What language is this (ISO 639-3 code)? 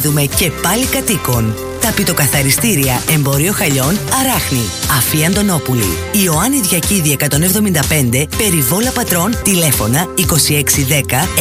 ell